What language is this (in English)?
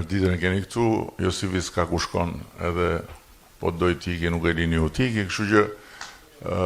Albanian